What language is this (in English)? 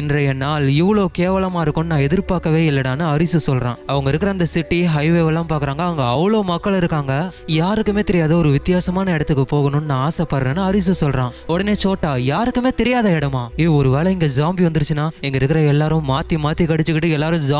Tamil